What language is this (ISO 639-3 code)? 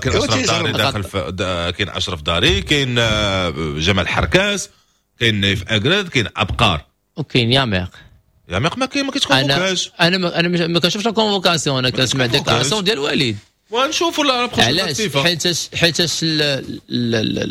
ary